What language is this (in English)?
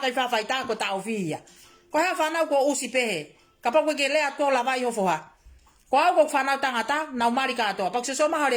Tongan